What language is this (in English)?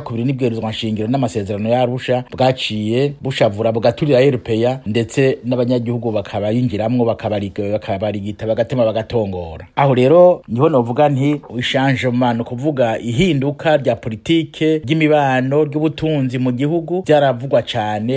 Rundi